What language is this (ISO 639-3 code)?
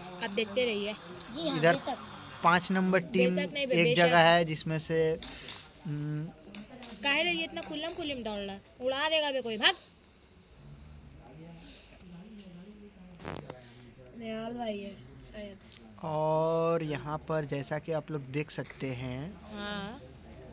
hin